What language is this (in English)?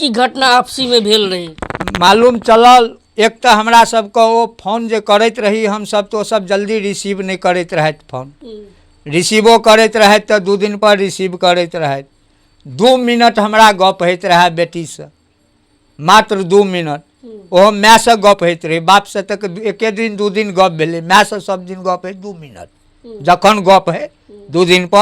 Maithili